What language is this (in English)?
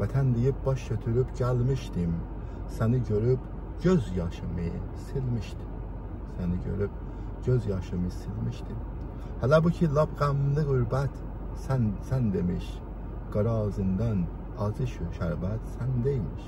South Azerbaijani